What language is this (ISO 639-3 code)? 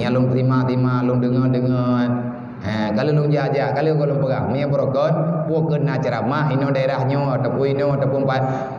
ace